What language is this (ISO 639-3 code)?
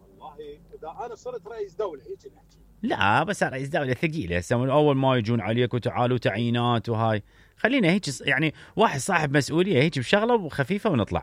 acm